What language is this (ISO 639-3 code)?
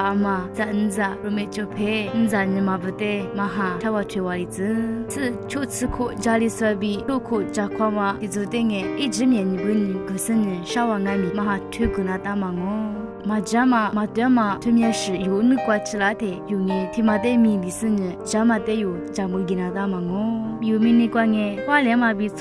lis